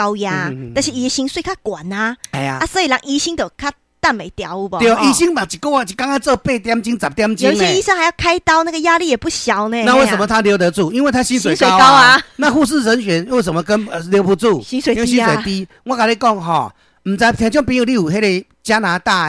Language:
Min Nan Chinese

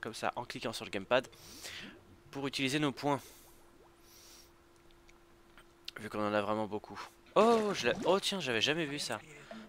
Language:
French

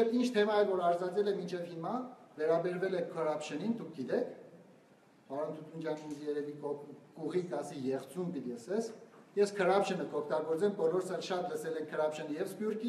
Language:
Western Armenian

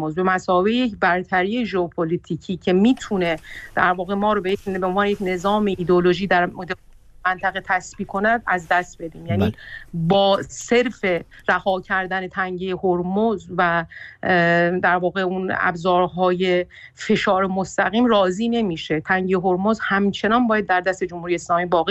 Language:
Persian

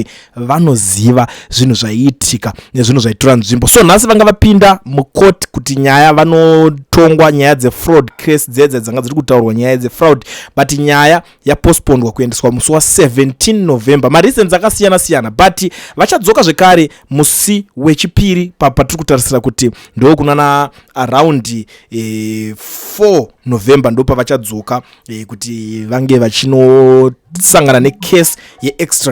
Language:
Shona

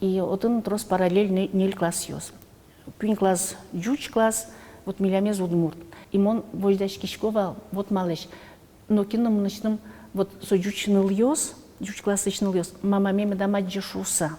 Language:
Udmurt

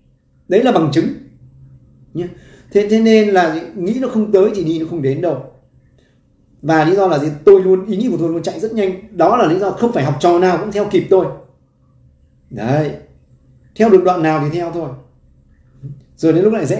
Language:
Vietnamese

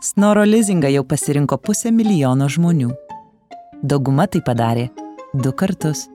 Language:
Lithuanian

